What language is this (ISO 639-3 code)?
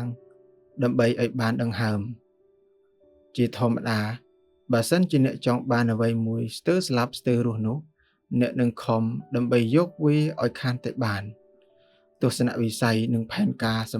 khm